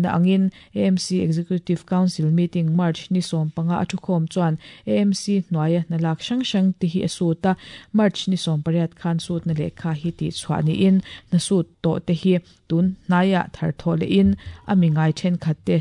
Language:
Mizo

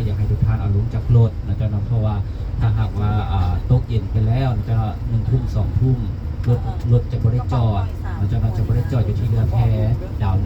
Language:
Lao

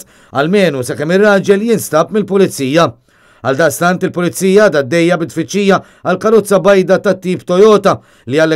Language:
Maltese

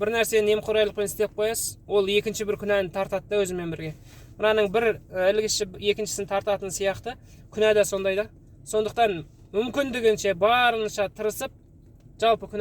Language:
Kazakh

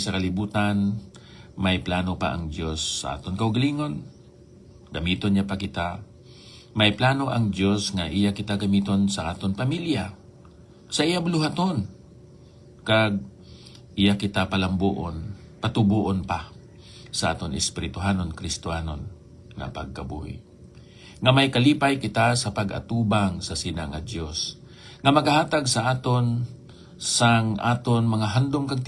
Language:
Hiligaynon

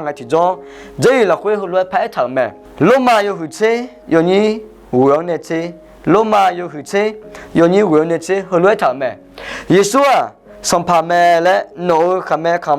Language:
Akha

